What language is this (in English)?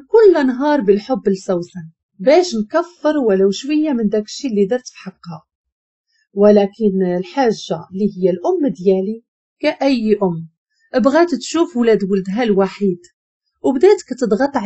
Moroccan Arabic